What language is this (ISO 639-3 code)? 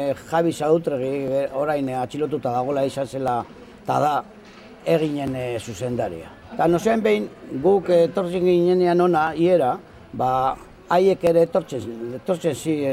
eus